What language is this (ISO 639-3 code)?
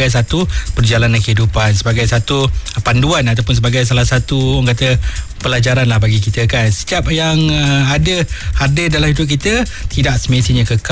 msa